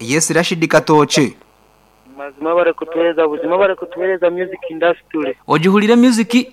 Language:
Nyankole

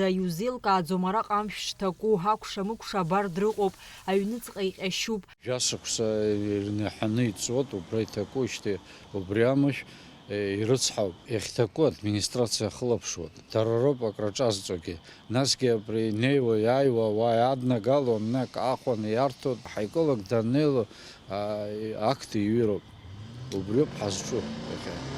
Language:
Abkhazian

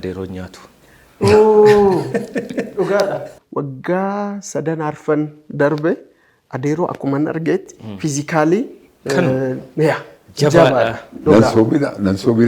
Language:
Oromo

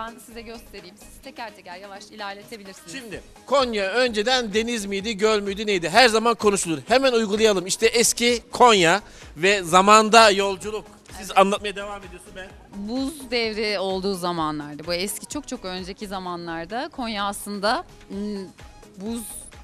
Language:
Turkish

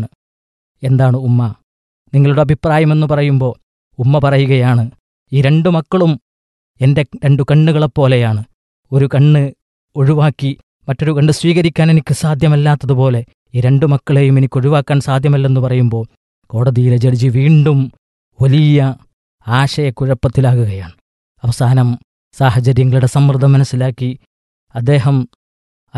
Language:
Malayalam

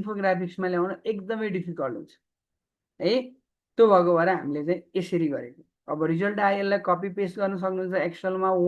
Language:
Nepali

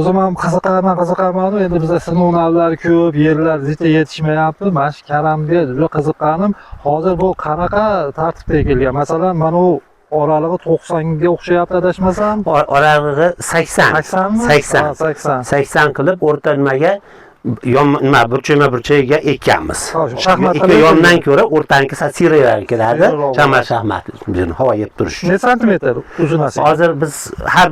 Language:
Uzbek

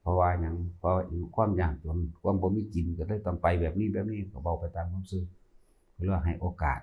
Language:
Northeastern Thai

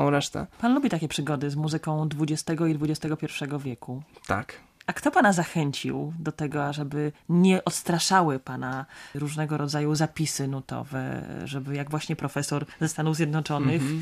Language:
Polish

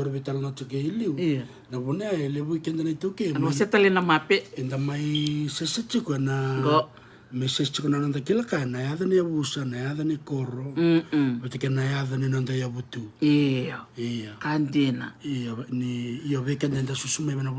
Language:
Fijian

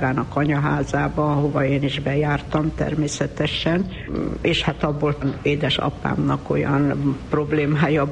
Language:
Hungarian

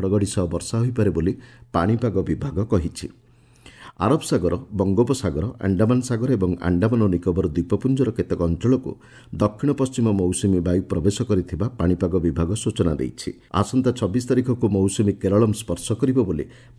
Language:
Odia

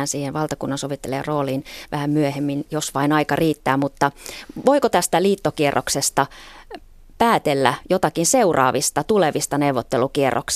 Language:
Finnish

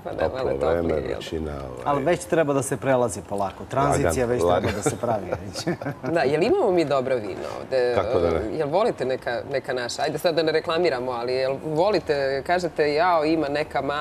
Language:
Serbian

